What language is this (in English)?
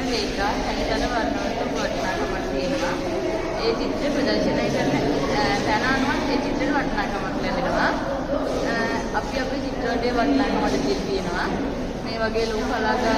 Sinhala